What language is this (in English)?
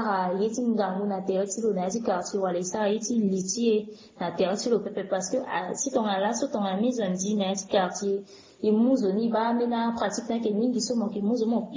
Sango